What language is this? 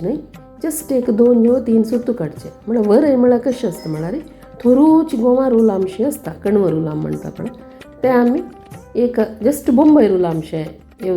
Konkani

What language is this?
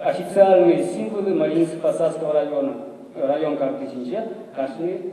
Chuvash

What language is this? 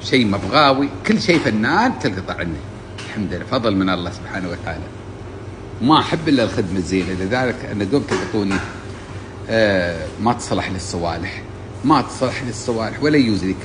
Gulf Arabic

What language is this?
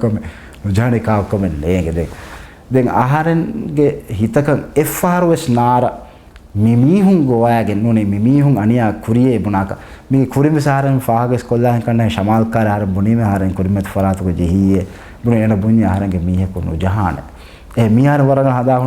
Divehi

